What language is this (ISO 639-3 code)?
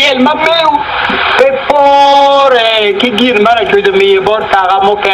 ach